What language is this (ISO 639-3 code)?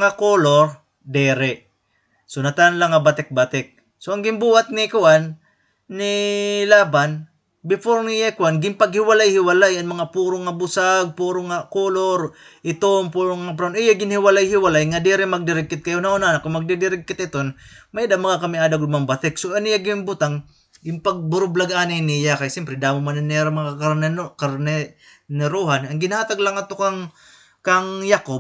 war